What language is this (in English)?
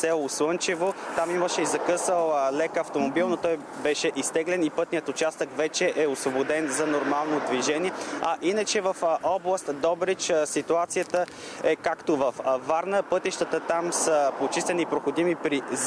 Bulgarian